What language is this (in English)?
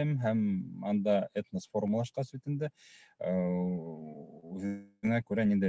Bashkir